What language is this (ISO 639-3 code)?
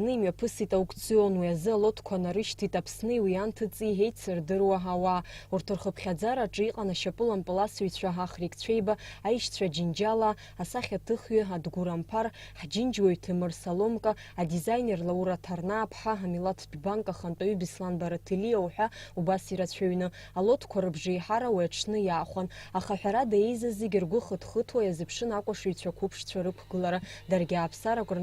abk